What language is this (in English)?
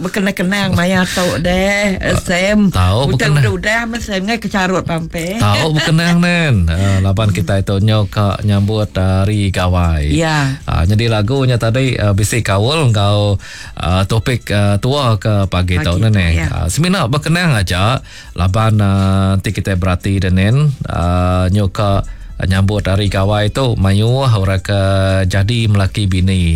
Iban